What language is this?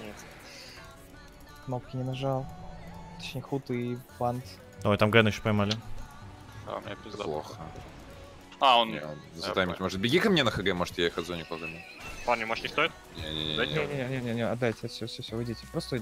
Russian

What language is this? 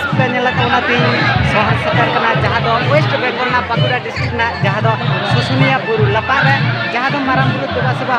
Santali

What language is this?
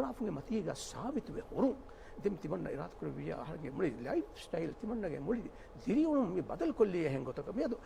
Divehi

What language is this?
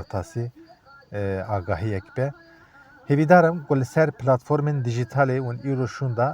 Kurdish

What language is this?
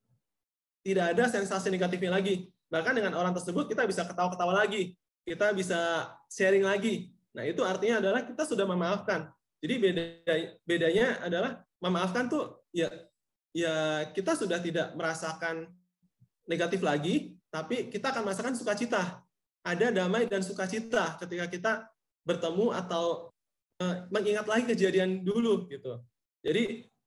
Indonesian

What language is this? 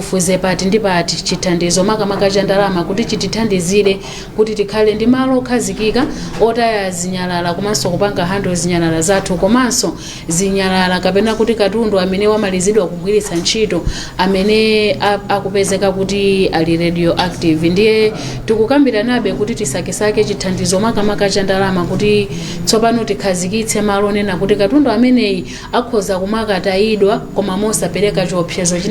Nyanja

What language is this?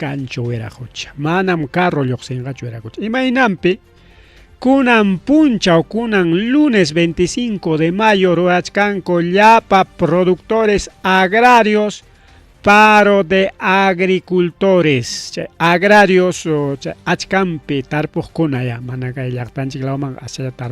Ayacucho Quechua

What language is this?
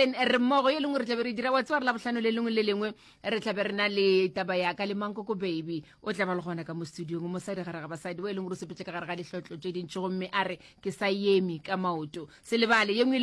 Northern Sotho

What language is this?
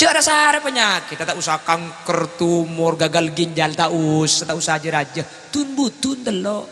Madurese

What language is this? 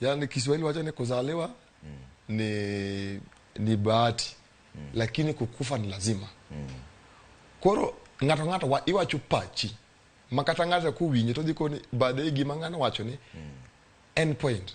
Luo (Kenya and Tanzania)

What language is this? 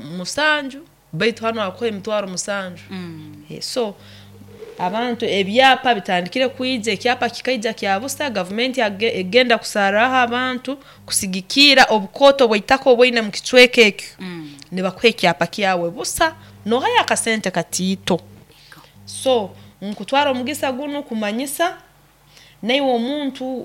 Nyoro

